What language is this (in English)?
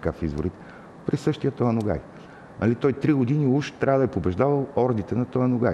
Bulgarian